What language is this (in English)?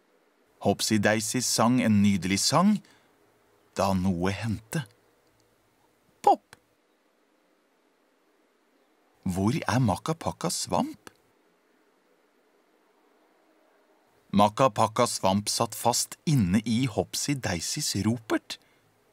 Norwegian